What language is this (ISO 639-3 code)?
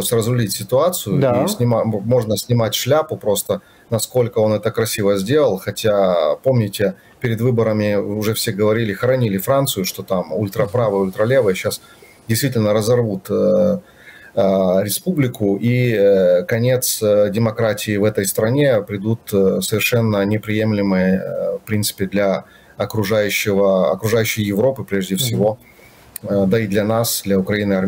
rus